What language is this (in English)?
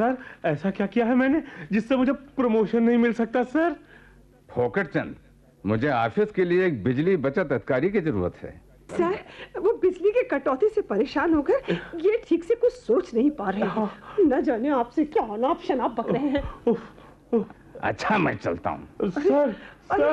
Hindi